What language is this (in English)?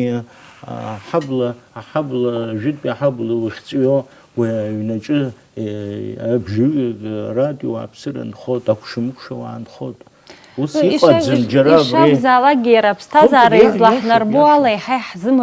Abkhazian